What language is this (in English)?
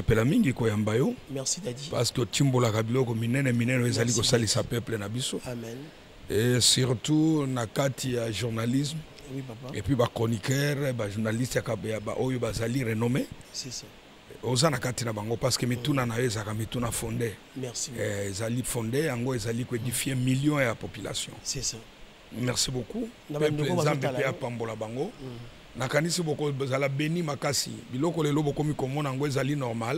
Lingala